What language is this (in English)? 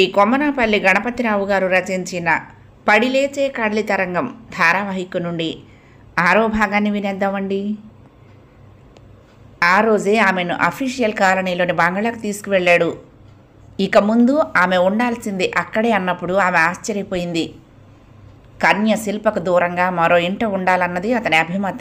Telugu